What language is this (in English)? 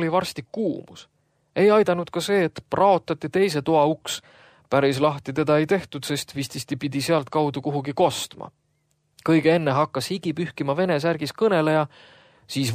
Estonian